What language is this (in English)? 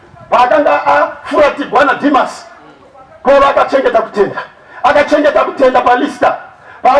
Shona